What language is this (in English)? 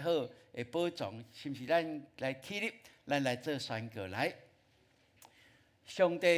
Min Nan Chinese